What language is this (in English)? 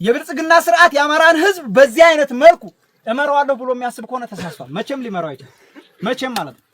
Amharic